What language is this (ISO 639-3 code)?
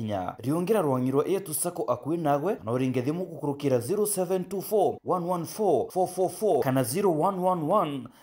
mer